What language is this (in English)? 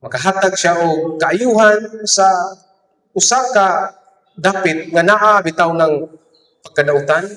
Cebuano